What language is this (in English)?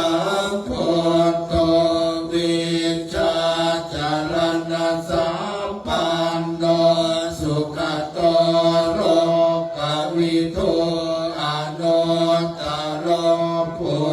Pali